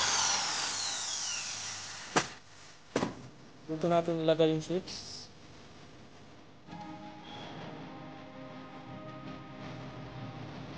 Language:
Filipino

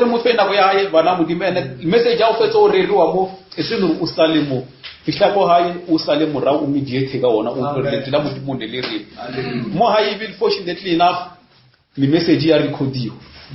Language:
Northern Sotho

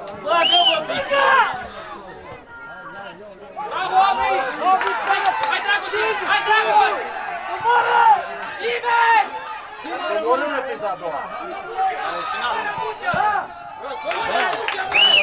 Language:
Romanian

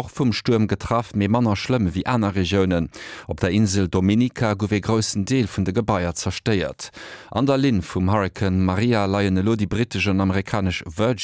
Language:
Luxembourgish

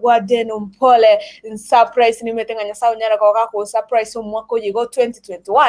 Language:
Gusii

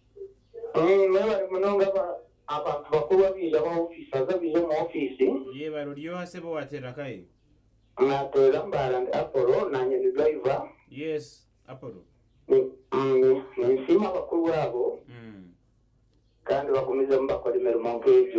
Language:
Nyankole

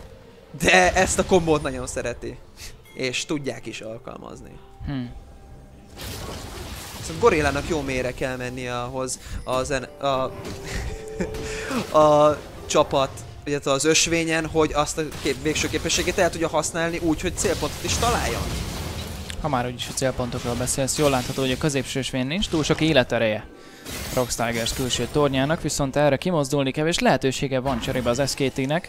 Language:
Hungarian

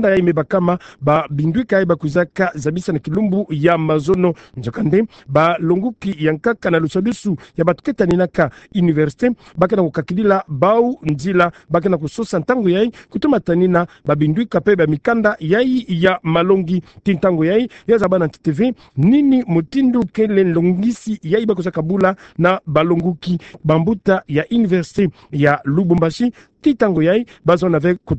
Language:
Kituba (Democratic Republic of Congo)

